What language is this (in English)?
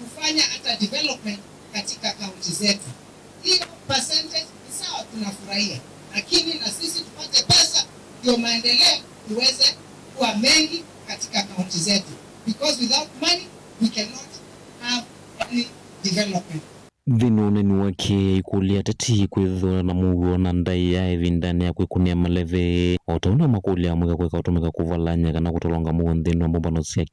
Kamba